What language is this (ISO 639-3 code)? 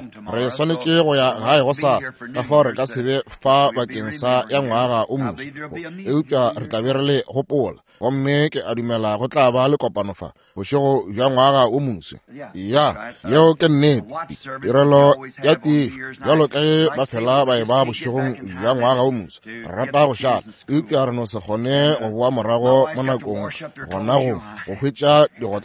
nso